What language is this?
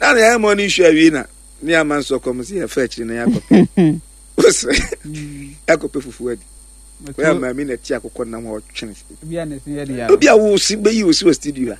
Akan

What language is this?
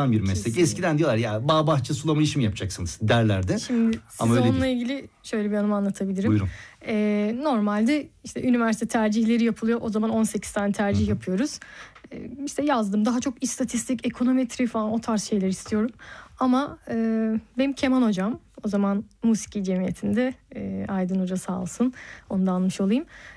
Turkish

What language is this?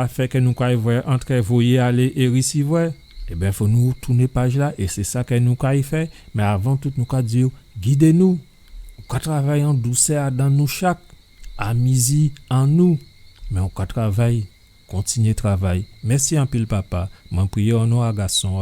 Guadeloupean Creole French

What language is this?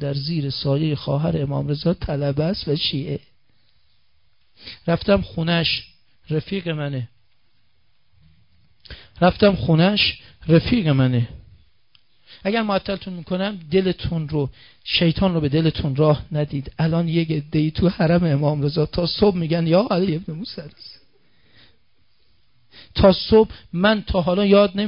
Persian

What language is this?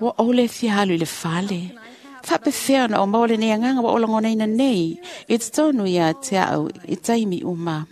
Samoan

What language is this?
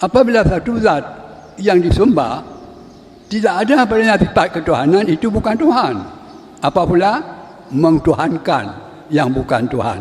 Achinese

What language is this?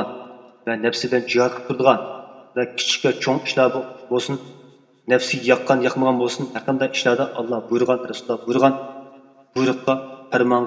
Uyghur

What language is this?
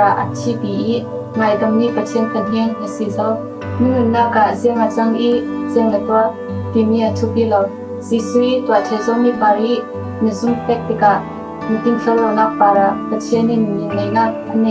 Falam Chin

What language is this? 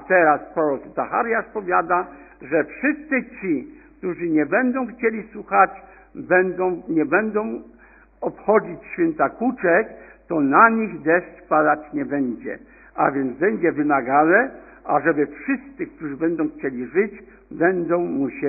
Polish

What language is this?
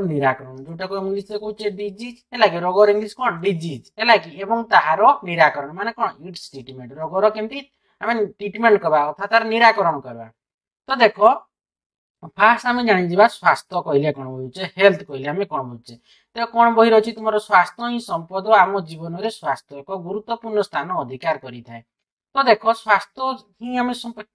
Odia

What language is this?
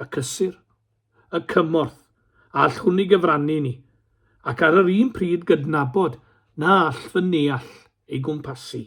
Welsh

